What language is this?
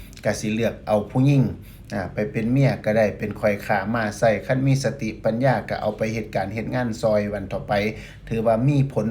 Lao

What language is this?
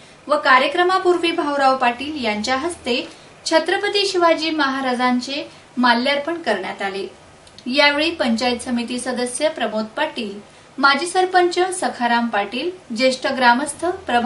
Marathi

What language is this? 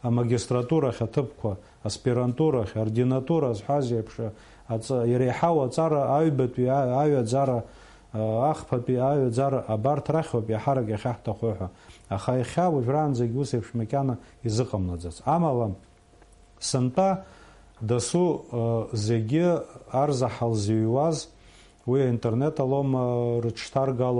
Abkhazian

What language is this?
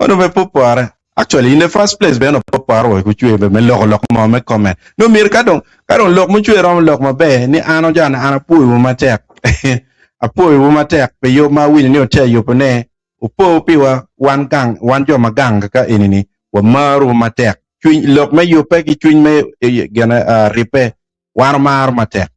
Acoli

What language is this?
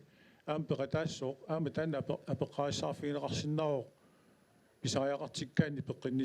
Kalaallisut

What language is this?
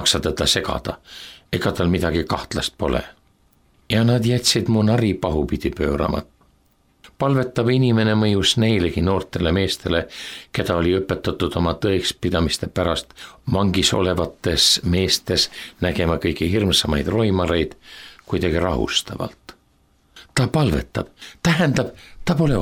Estonian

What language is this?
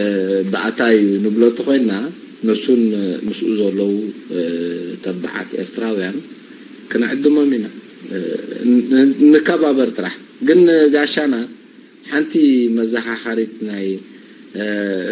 Tigrinya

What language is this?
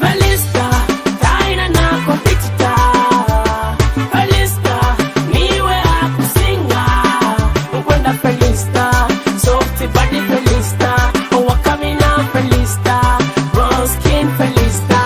Nyoro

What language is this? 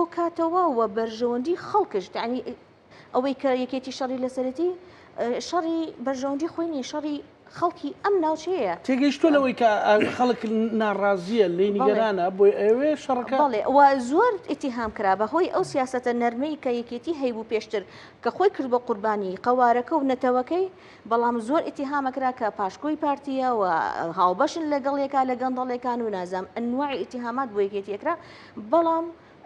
Central Kurdish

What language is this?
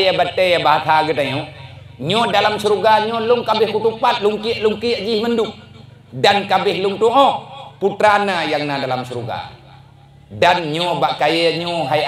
Achinese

